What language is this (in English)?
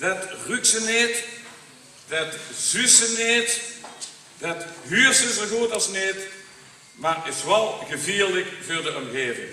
Limburgish